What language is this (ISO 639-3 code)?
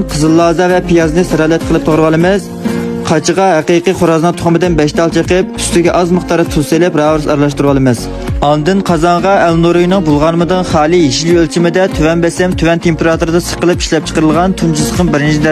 uig